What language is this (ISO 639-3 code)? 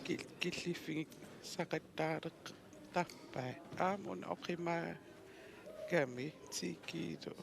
kal